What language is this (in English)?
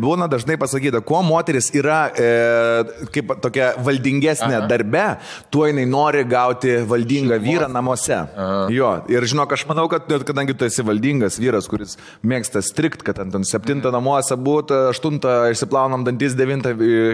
Lithuanian